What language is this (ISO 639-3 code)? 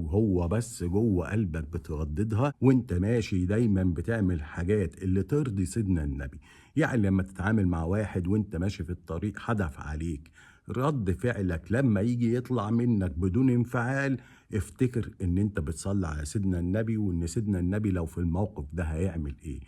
arz